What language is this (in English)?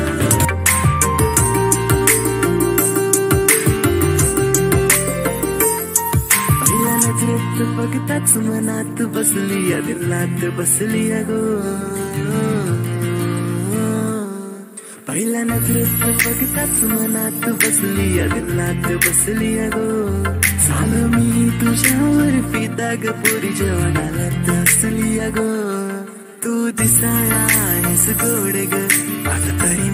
Marathi